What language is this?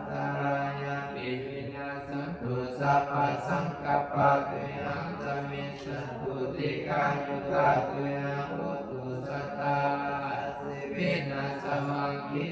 Pali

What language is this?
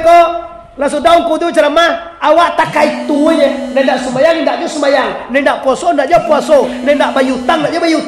Minangkabau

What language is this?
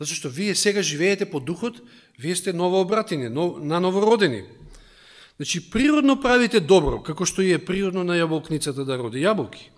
Macedonian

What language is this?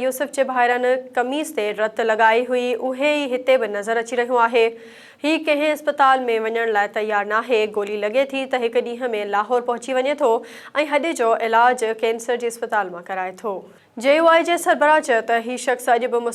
Sindhi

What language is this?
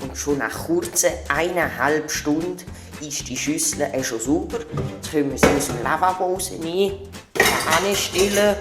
Swiss German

